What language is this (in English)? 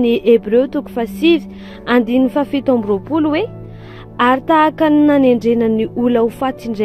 Malagasy